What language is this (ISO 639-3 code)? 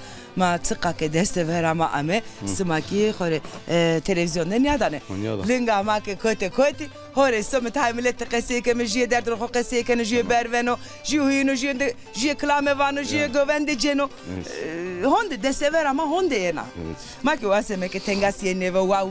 zza